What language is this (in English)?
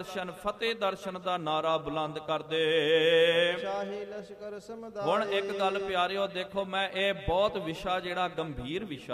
Punjabi